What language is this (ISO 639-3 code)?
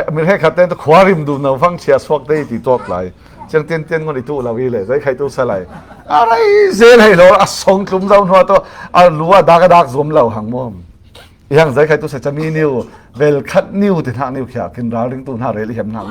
cfm